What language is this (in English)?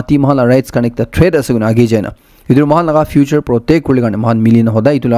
Naga Pidgin